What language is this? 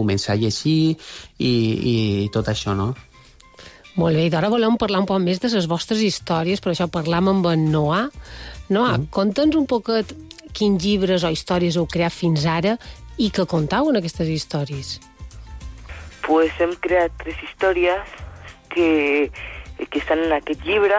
Catalan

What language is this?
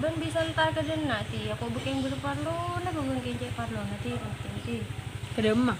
Madurese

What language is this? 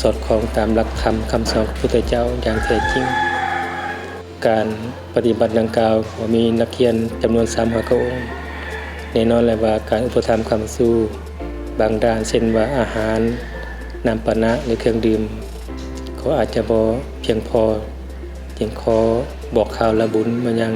Lao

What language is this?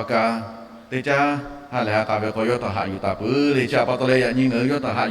Lahu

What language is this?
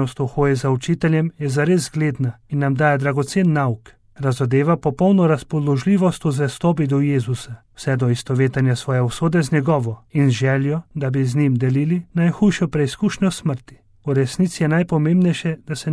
Slovenian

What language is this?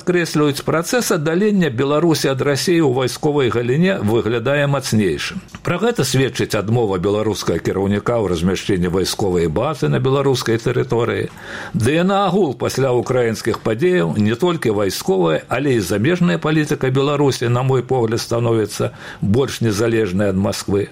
Belarusian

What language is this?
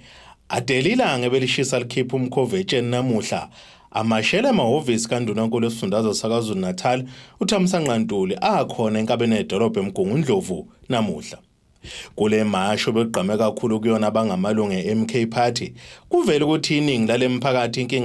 Zulu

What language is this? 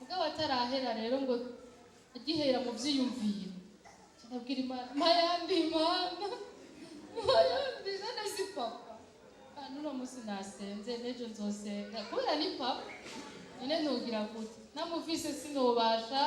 Rundi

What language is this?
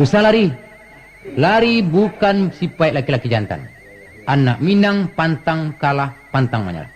Minangkabau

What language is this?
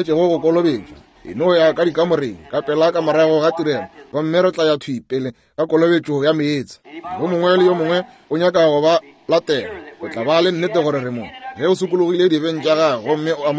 Northern Sotho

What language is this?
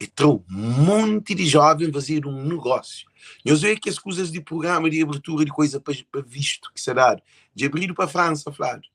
Kabuverdianu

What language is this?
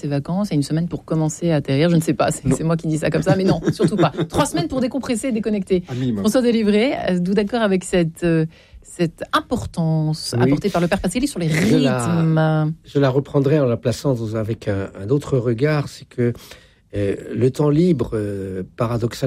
French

